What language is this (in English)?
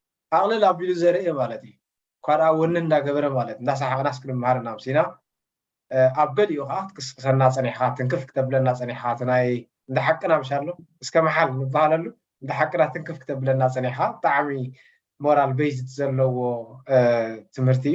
Tigrinya